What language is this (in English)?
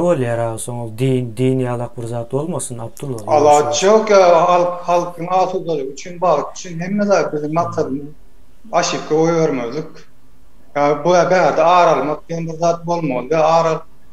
Turkmen